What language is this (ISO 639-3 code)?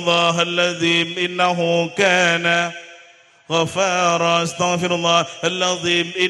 mad